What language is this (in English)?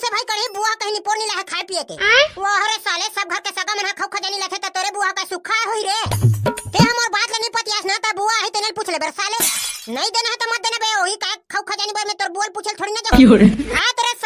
Chhattisgarhi